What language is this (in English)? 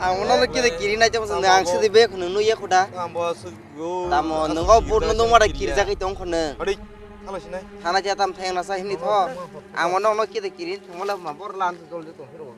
Kok Borok